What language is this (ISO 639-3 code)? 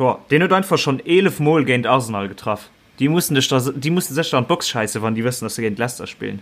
ltz